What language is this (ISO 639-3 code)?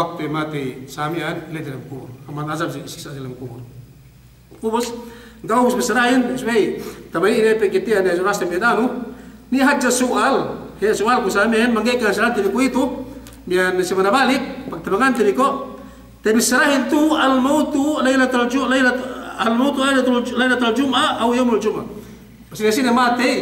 yka